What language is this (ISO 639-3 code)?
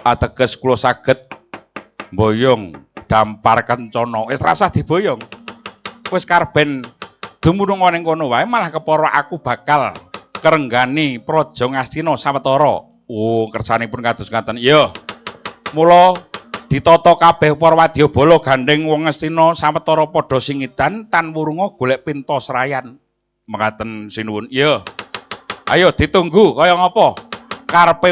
jav